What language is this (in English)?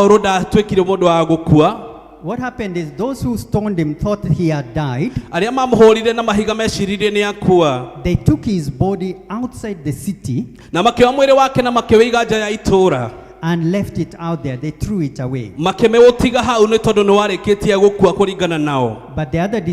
Kikuyu